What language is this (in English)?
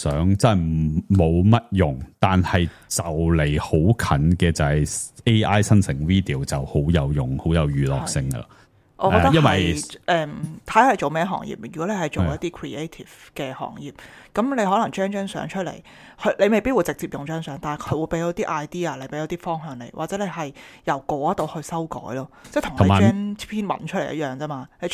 Cantonese